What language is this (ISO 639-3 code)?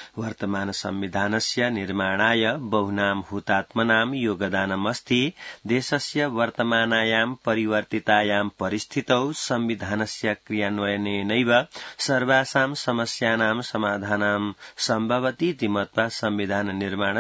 san